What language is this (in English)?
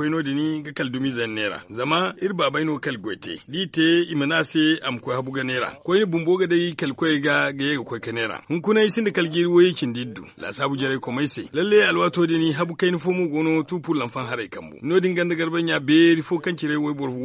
Zarma